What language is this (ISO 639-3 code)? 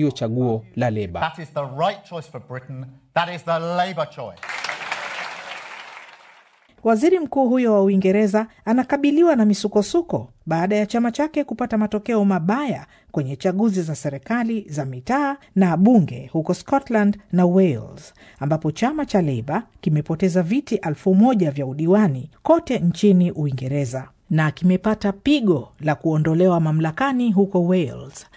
swa